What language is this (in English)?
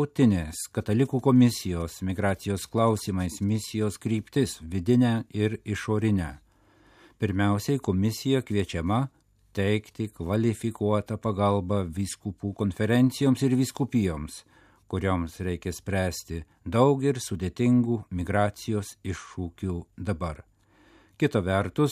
Lithuanian